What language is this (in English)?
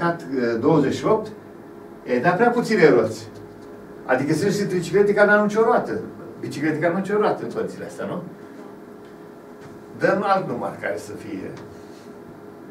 Romanian